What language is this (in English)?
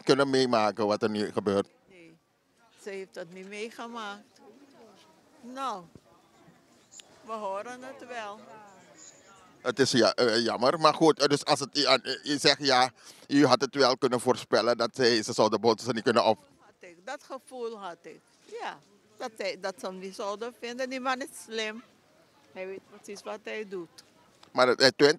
Dutch